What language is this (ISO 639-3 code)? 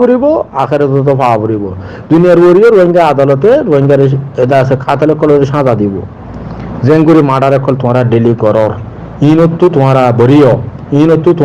rhg